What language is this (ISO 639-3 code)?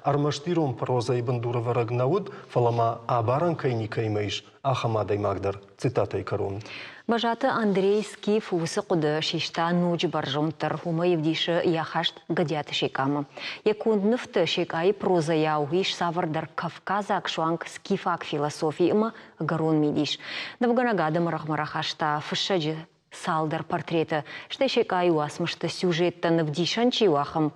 oss